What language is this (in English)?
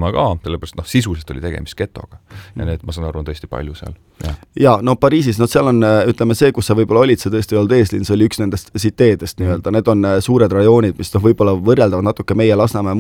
Estonian